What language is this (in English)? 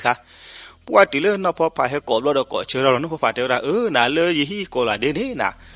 S'gaw Karen